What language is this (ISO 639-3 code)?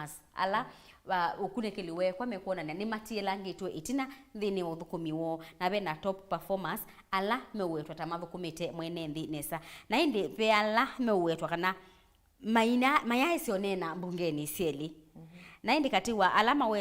kam